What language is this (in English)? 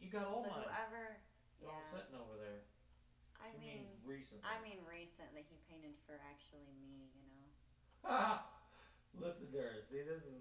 English